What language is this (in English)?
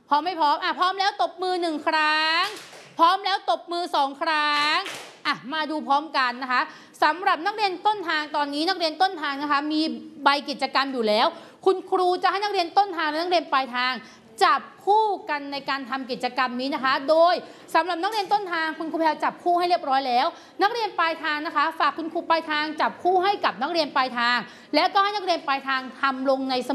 Thai